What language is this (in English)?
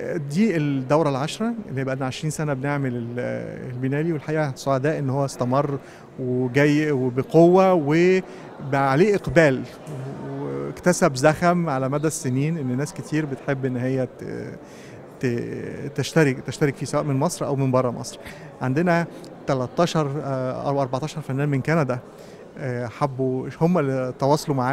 Egyptian Arabic